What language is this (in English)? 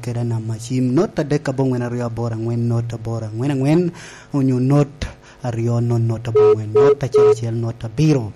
Lango (Uganda)